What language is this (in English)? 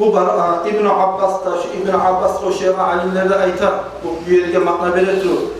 Kumyk